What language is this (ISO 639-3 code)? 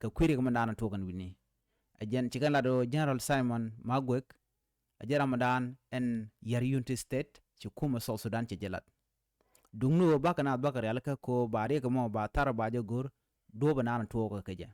nus